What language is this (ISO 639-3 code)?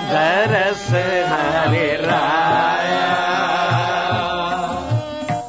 pan